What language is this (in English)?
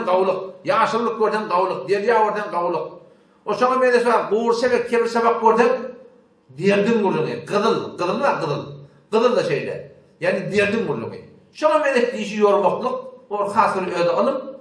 Turkmen